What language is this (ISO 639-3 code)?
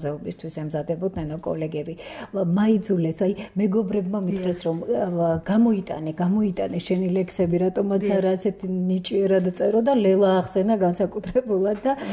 kat